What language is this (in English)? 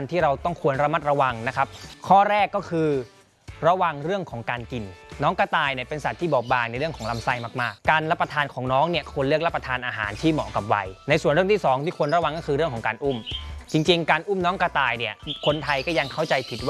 Thai